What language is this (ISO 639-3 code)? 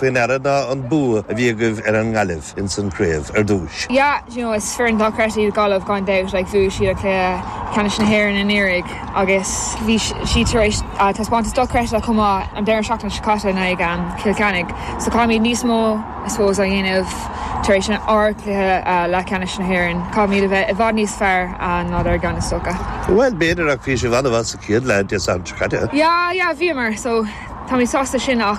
gle